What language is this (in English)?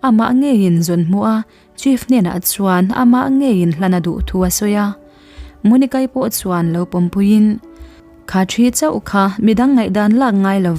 Mizo